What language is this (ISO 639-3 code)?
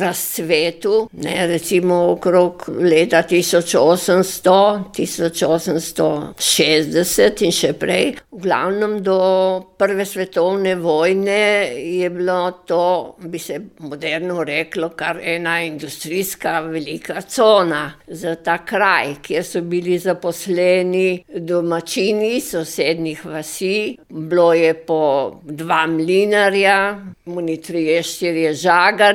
slv